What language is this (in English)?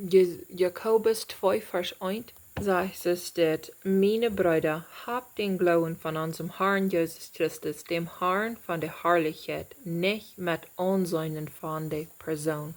Plautdietsch